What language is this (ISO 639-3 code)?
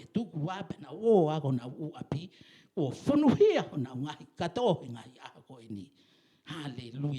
ton